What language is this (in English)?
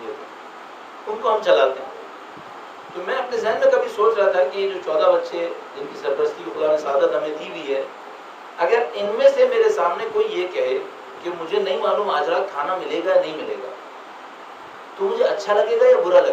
Urdu